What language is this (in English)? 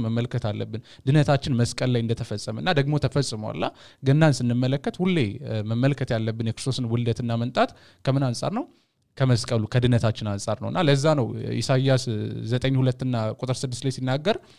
Amharic